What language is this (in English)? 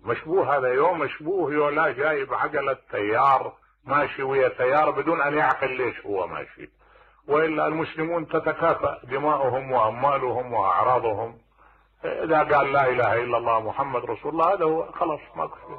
Mesopotamian Arabic